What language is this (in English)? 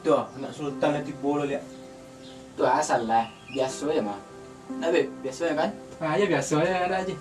Minangkabau